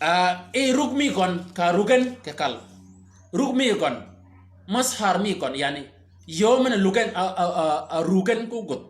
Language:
Shilluk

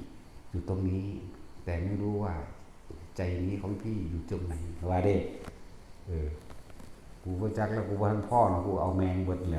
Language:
Northeastern Thai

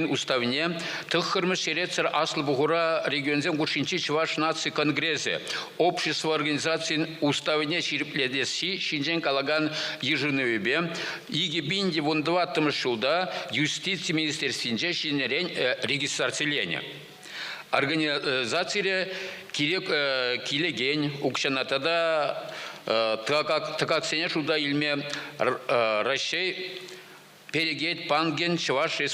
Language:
Chuvash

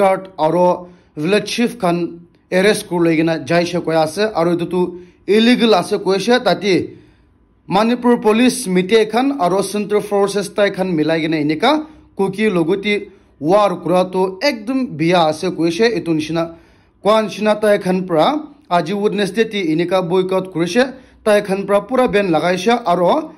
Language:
Naga Pidgin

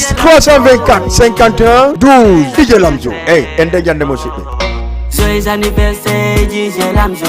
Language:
Fula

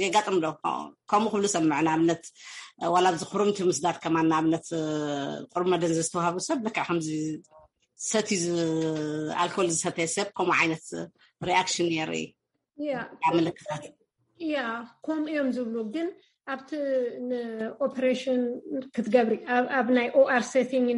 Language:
Tigrinya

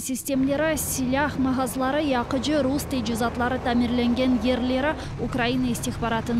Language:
Crimean Tatar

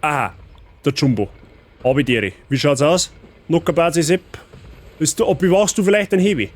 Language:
Bavarian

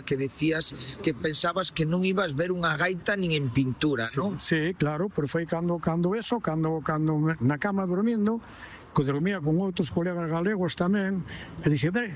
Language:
Galician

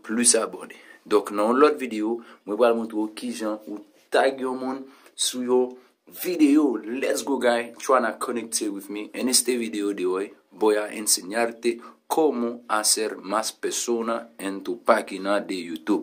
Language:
Haitian Creole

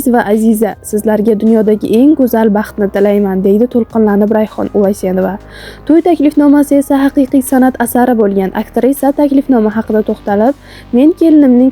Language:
Uzbek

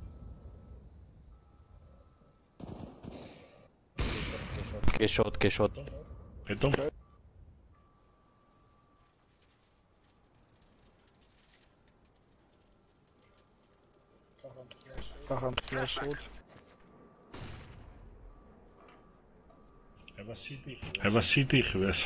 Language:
Afrikaans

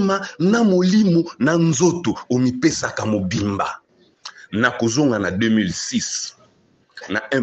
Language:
Lingala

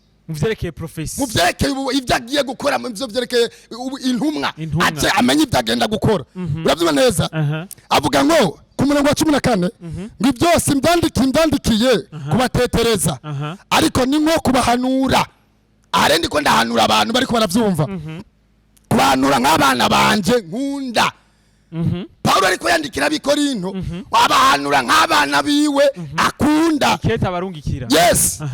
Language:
Rundi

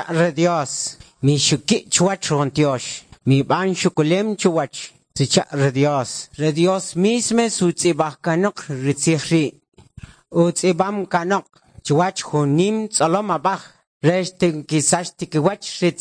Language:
Kʼicheʼ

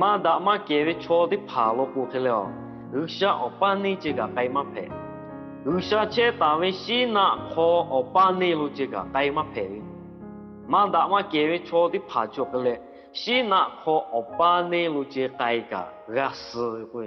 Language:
Lahu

